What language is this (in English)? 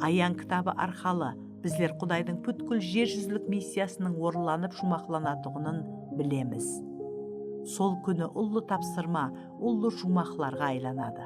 Kara-Kalpak